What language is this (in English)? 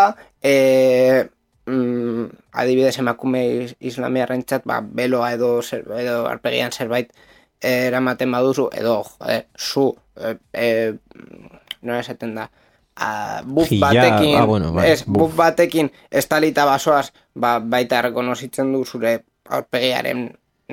Basque